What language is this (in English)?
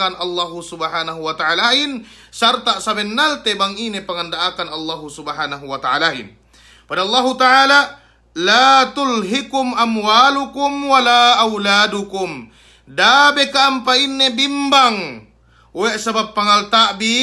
Yakan